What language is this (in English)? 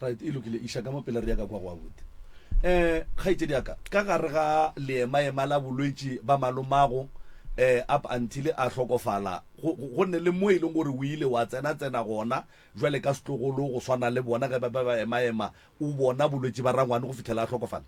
Northern Sotho